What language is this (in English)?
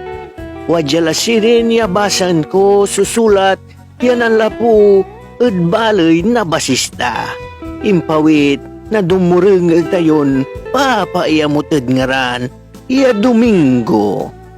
Pangasinan